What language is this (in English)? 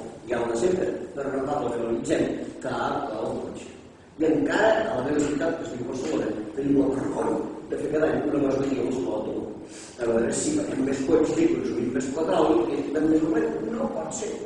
Catalan